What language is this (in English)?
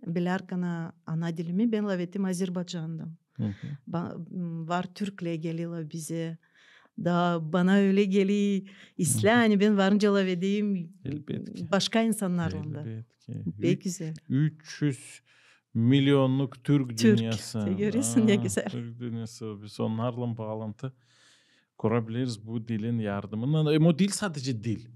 Gagauz